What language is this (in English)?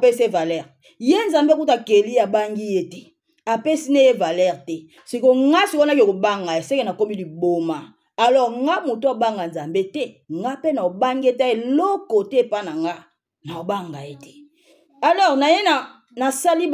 Lingala